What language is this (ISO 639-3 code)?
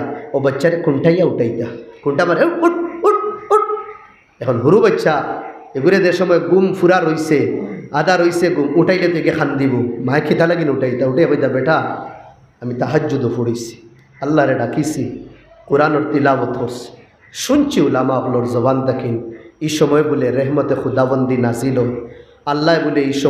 syl